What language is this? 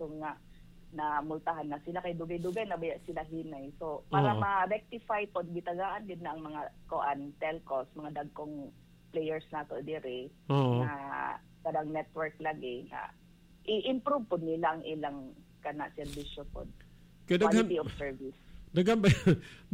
Cebuano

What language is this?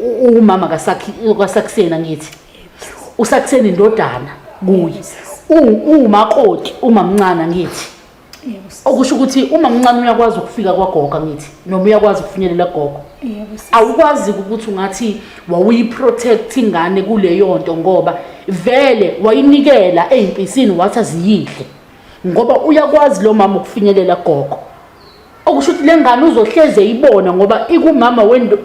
Zulu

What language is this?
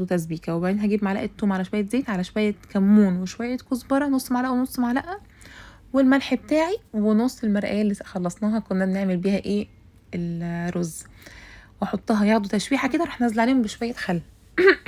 Egyptian Arabic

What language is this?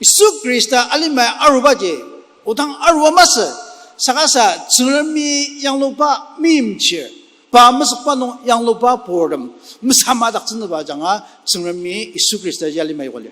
Ao Naga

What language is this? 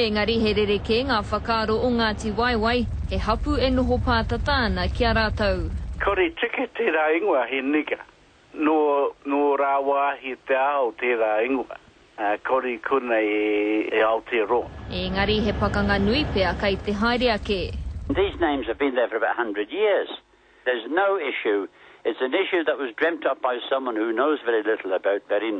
Māori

